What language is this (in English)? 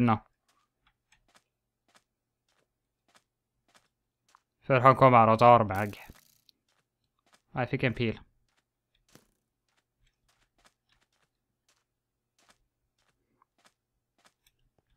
Norwegian